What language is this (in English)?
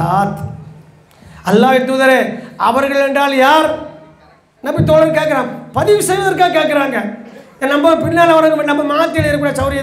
Tamil